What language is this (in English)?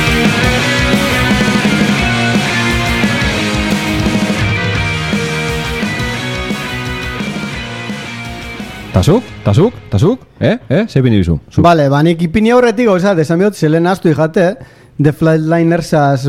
Basque